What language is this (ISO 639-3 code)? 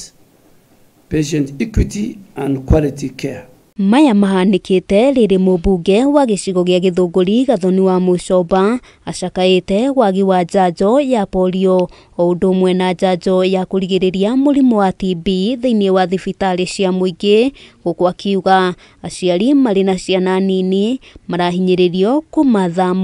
kik